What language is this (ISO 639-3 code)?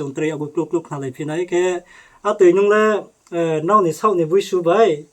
ria